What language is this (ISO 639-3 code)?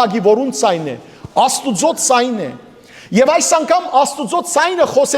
hyw